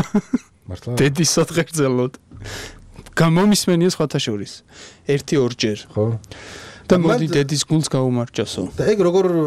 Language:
Georgian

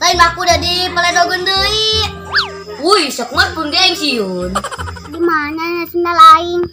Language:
Sundanese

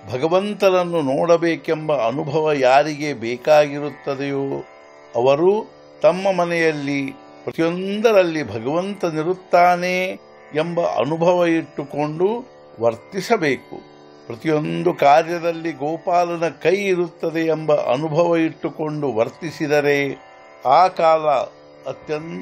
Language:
Kannada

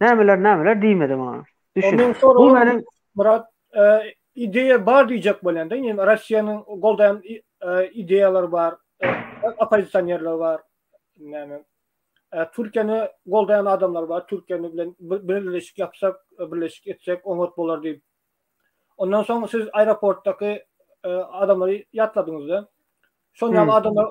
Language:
Turkmen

